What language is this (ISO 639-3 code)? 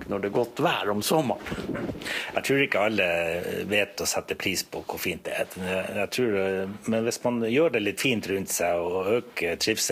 nor